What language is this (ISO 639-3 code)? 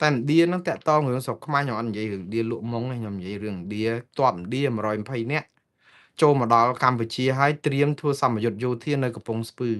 khm